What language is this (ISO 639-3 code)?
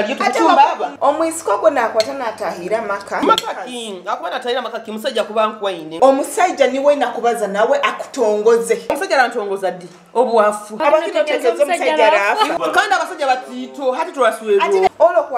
nyo